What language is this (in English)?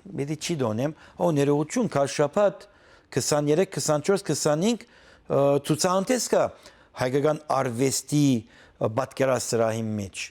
Western Armenian